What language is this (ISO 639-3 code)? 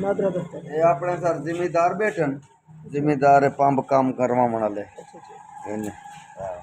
skr